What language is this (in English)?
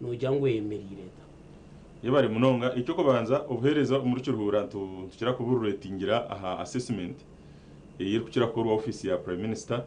Nyankole